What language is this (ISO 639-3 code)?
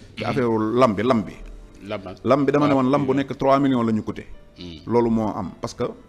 wol